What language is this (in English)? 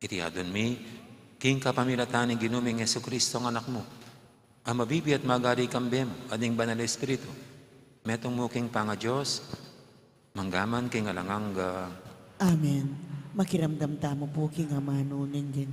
Pampanga